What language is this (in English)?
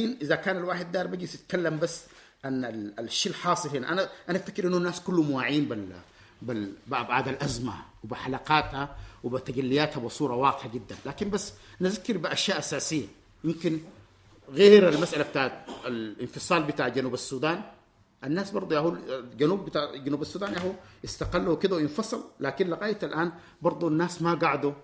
Sudanese Arabic